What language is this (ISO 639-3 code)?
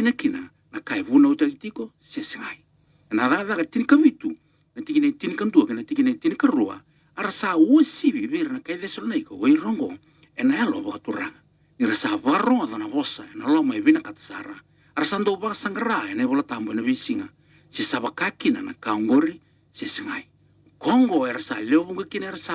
fij